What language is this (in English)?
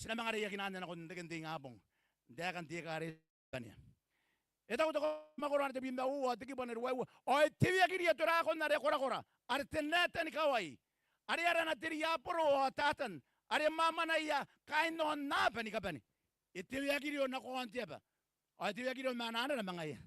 Gilbertese